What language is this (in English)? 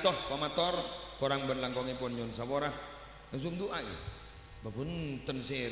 Madurese